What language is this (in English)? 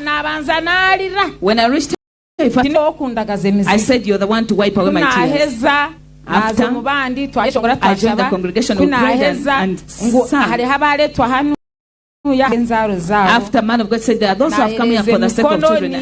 Nyankole